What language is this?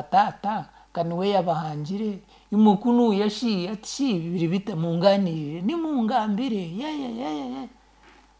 Nyankole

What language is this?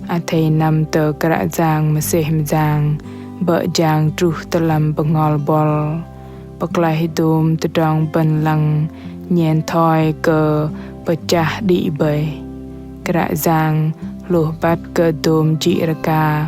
Bahnar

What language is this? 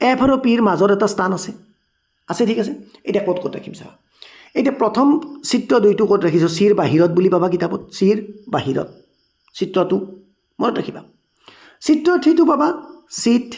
Assamese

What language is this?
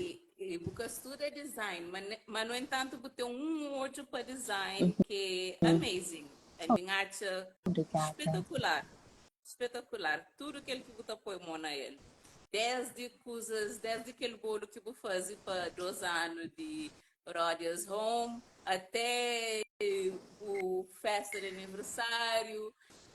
Kabuverdianu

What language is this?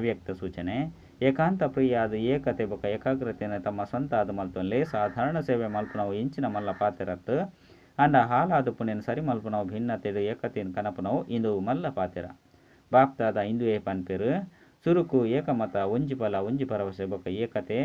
Tulu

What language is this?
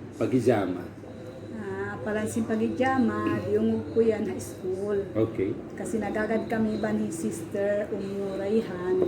Tausug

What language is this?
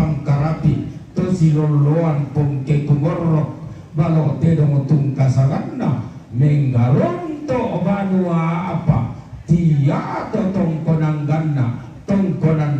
Toraja-Sa'dan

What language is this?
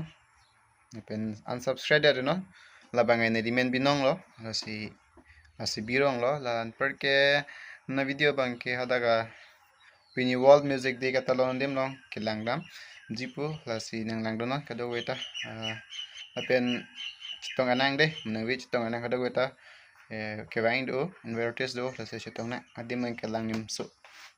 Karbi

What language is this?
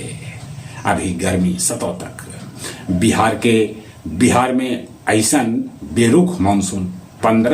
Magahi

